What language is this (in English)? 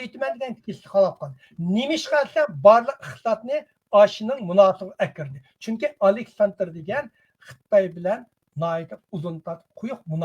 Uyghur